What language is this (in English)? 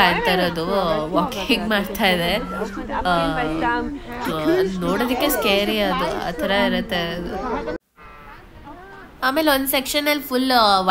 Kannada